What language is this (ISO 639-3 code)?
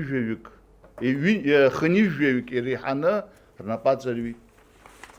abk